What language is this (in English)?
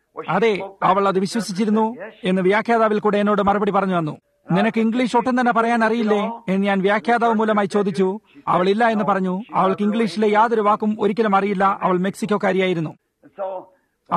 Malayalam